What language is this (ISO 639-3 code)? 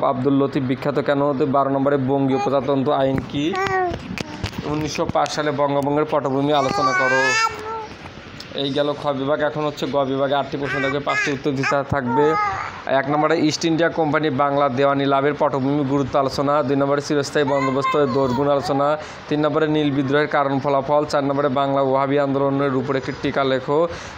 ben